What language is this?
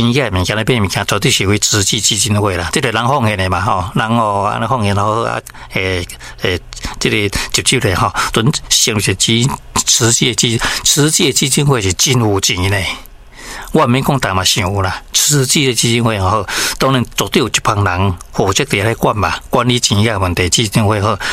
Min Nan Chinese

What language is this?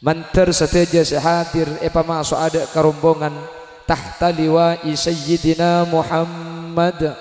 Madurese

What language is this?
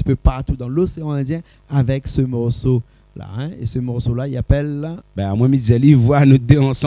Réunion Creole French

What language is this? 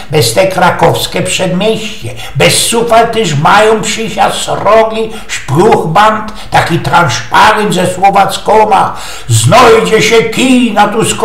Silesian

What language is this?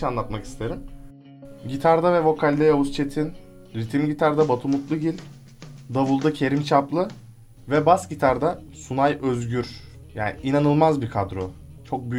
Turkish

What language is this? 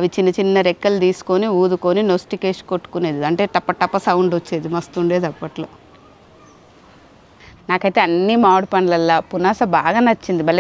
Telugu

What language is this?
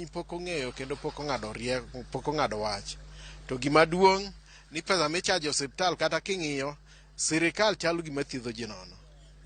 Luo (Kenya and Tanzania)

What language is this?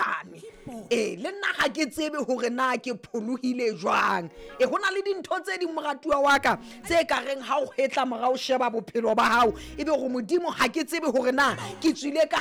Southern Sotho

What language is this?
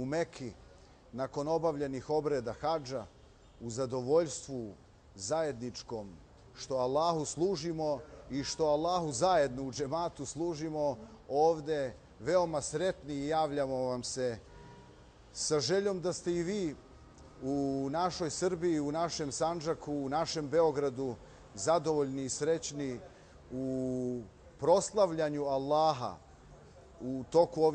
Bosnian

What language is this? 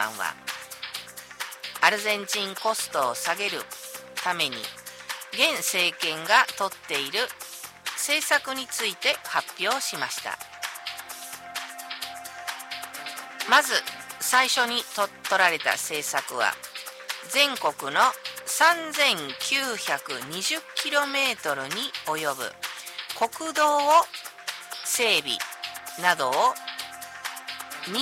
Japanese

